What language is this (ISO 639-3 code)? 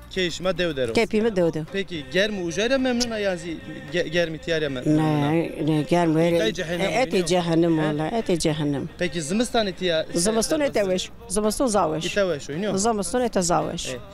zza